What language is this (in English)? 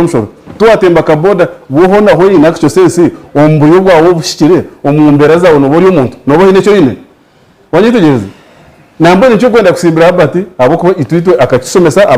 Nyankole